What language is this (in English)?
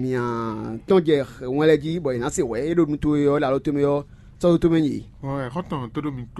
Fon